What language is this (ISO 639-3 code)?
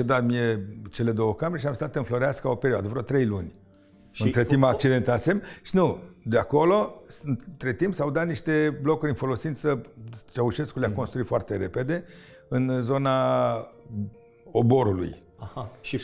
ron